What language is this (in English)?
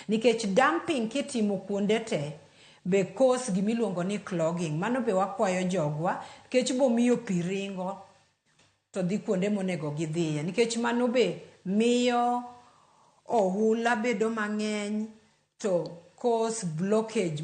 Luo (Kenya and Tanzania)